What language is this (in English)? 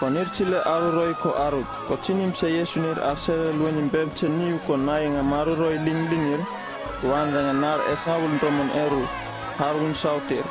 Uripiv-Wala-Rano-Atchin